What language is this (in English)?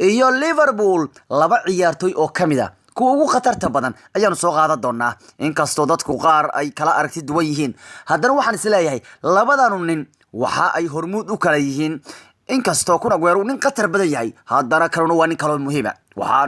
Somali